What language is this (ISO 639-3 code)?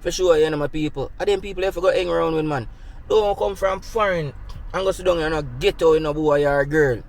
jam